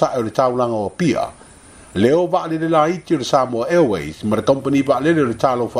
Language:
Samoan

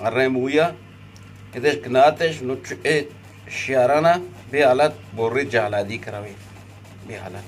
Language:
Eastern Balochi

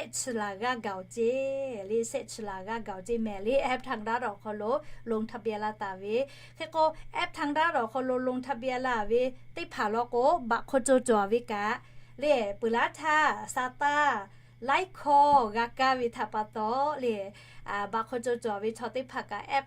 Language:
Lahu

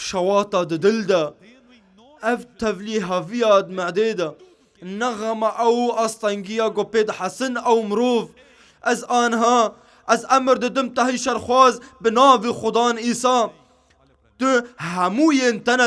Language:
Kurdish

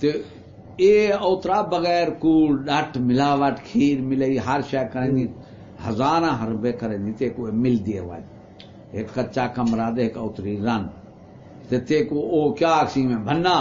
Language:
Saraiki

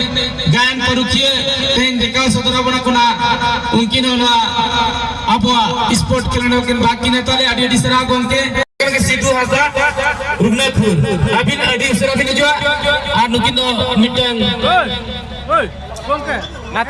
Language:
Santali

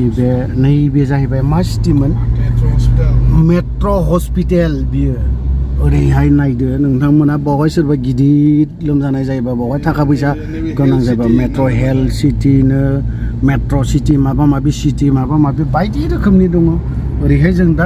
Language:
Bodo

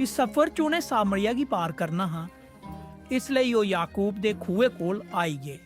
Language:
Dogri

